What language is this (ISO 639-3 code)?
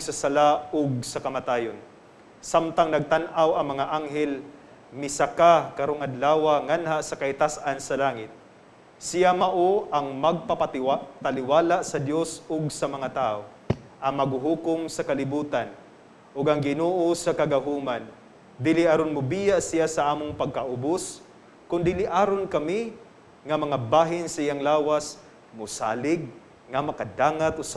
ceb